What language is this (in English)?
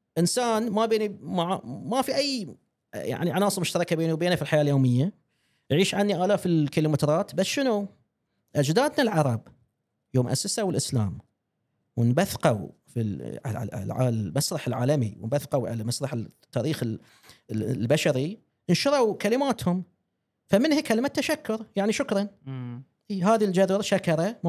Gulf Arabic